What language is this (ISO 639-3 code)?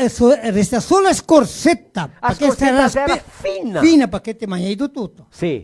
vec